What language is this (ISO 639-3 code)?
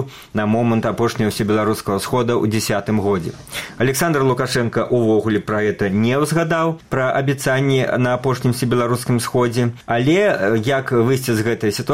bel